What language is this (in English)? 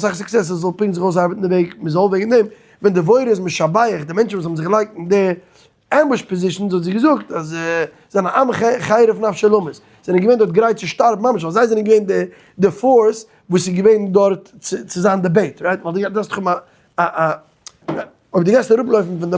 Yiddish